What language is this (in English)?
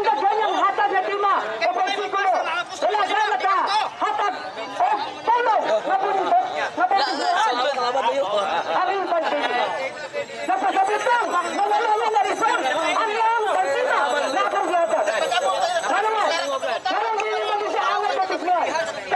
Cebuano